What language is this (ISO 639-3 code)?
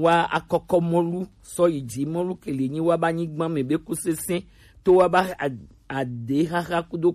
gej